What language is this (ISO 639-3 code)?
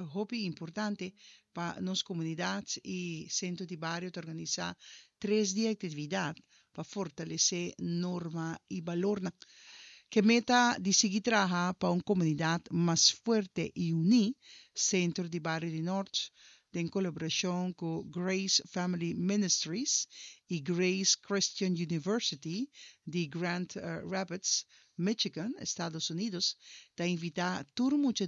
pap